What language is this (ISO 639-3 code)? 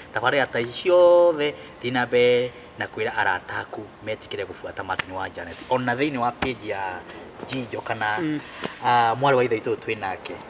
kik